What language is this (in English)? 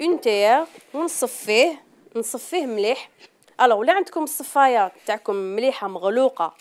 Algerian Arabic